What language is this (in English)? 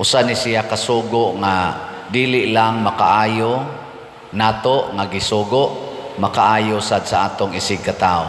Cebuano